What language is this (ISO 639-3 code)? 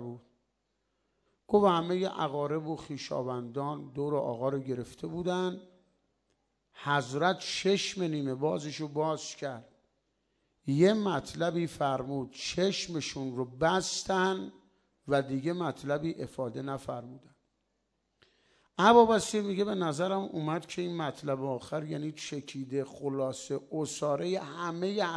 fas